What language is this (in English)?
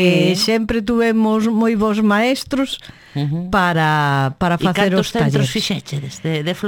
Galician